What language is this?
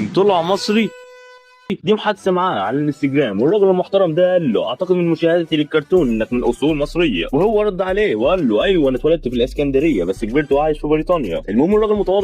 Egyptian Arabic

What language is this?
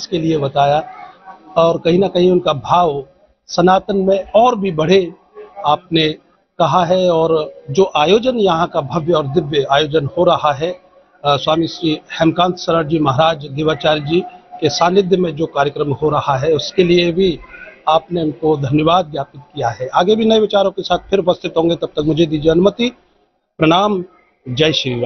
Hindi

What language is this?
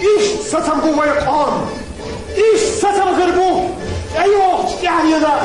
Chechen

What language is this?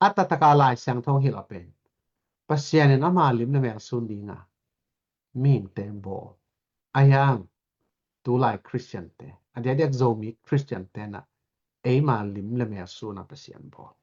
Tedim Chin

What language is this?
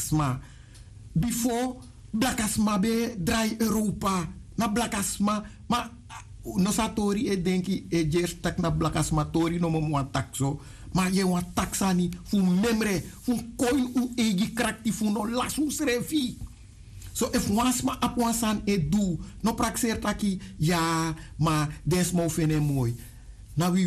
Sranan Tongo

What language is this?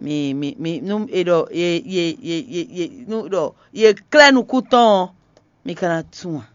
Fon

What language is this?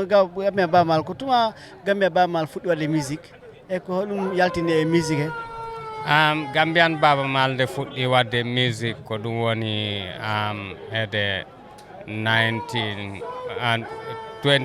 Fula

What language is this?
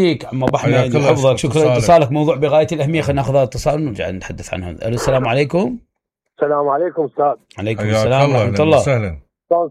Mesopotamian Arabic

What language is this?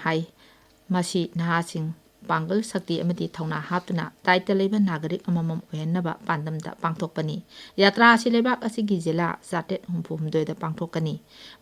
Manipuri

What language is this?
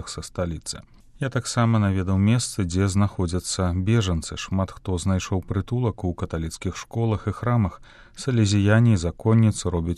Belarusian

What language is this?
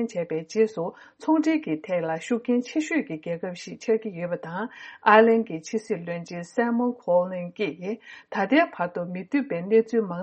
Tibetan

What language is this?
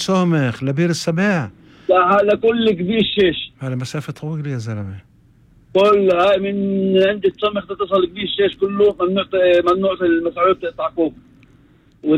North Levantine Arabic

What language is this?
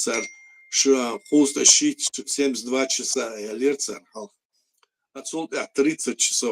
Chechen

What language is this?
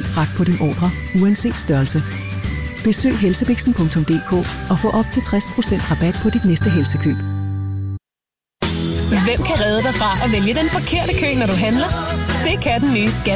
Danish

